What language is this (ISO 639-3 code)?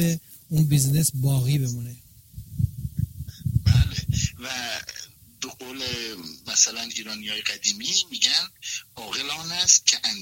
fas